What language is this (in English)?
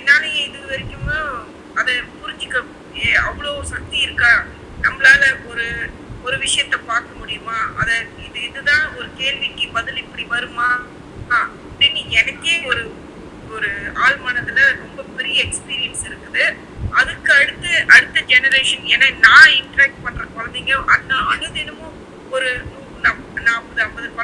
Tamil